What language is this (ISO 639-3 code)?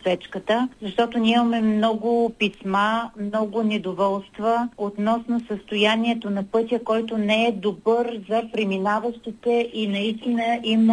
bul